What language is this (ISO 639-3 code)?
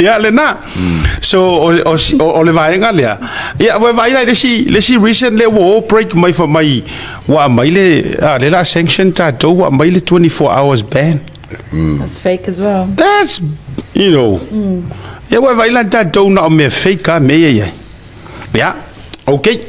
smo